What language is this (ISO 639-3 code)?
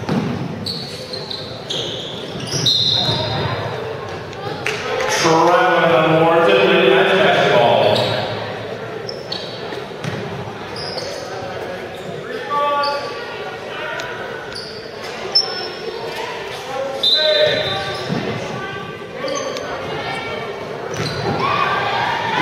eng